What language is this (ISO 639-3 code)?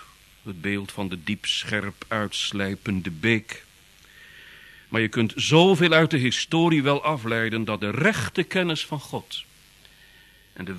nld